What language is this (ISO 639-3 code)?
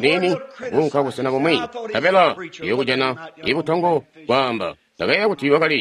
toi